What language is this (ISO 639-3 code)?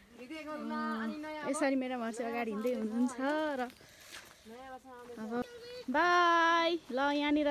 nep